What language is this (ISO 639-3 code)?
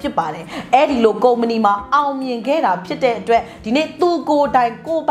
mya